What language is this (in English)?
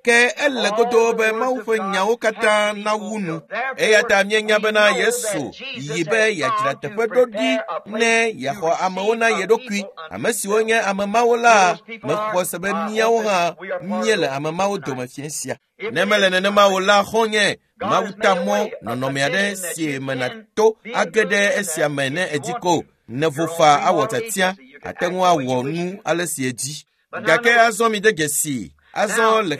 Ewe